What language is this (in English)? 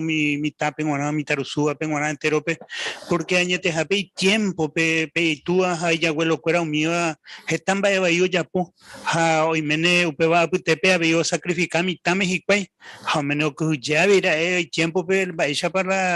Guarani